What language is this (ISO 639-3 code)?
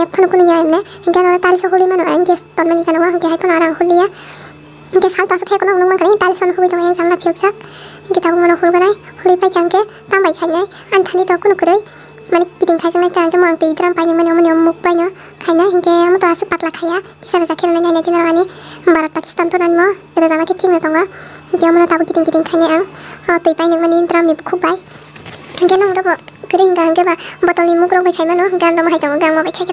trp